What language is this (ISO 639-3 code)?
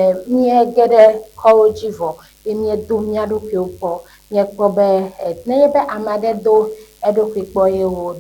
ewe